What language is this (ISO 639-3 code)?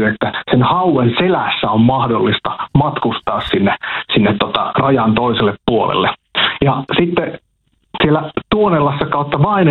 fin